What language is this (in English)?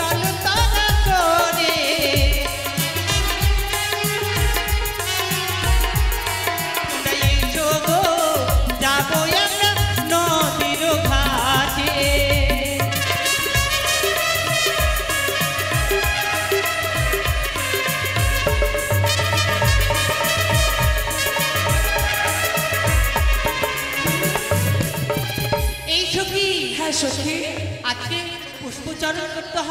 Bangla